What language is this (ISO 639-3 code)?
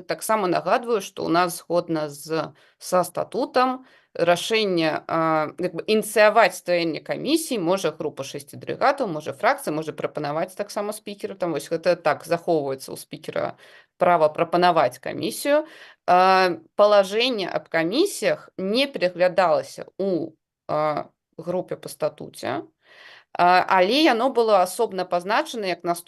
bel